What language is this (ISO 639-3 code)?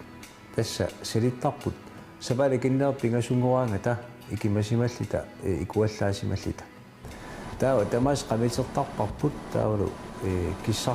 kal